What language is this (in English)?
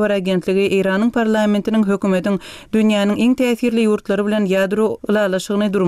Turkmen